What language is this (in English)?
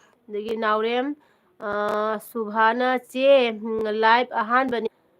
Manipuri